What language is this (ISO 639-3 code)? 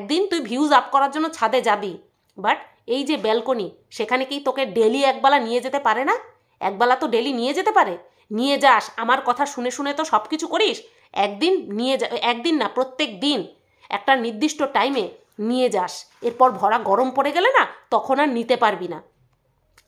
ben